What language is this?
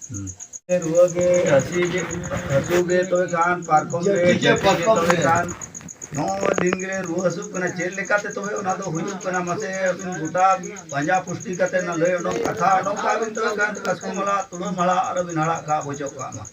Santali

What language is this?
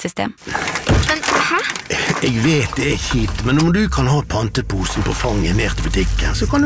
Norwegian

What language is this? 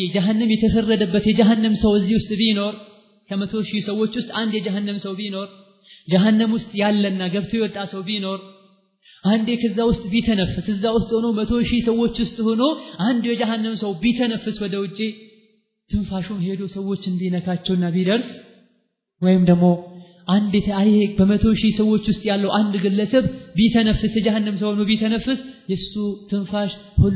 Amharic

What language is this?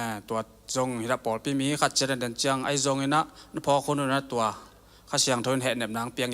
Tedim Chin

